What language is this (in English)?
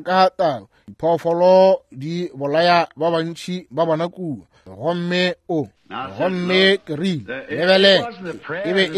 Northern Sotho